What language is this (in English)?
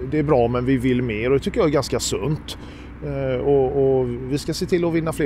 Swedish